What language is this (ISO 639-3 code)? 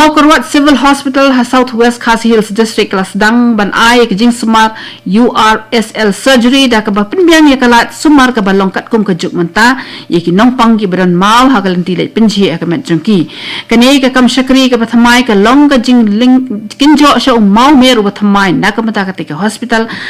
kha